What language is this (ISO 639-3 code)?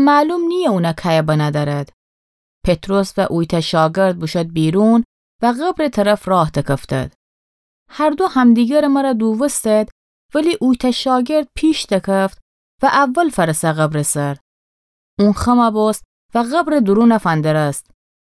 glk